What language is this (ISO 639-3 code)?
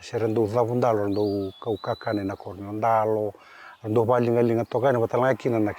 fij